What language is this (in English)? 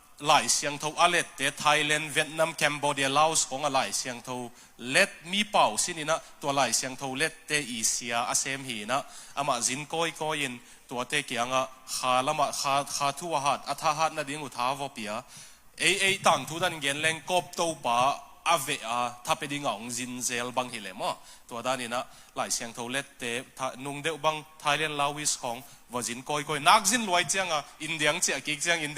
Tedim Chin